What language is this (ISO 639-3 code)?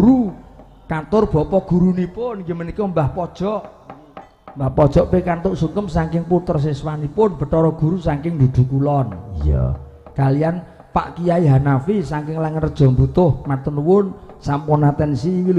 jav